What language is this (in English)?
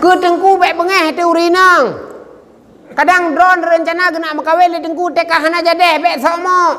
Achinese